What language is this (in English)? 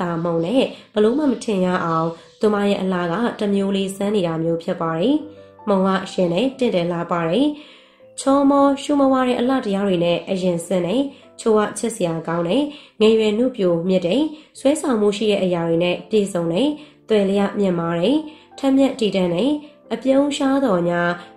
Burmese